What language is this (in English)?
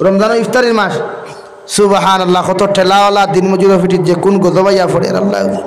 Sylheti